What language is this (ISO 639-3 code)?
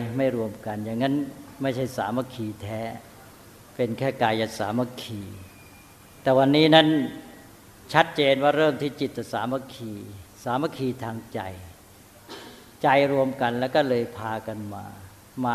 tha